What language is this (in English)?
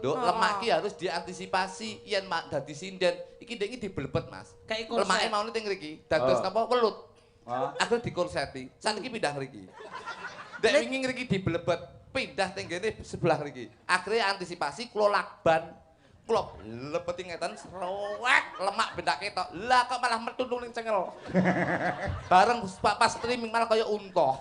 Javanese